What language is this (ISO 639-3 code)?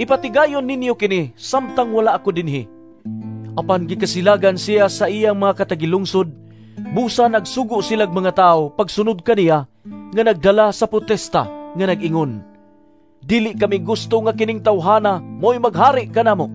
ceb